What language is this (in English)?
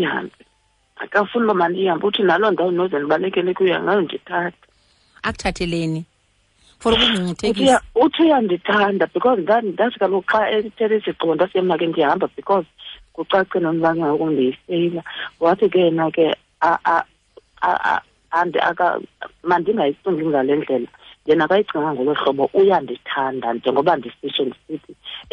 Xhosa